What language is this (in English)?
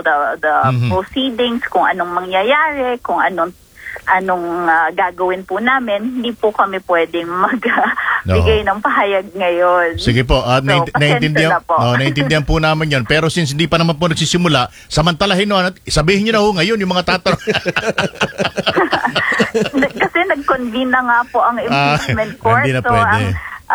Filipino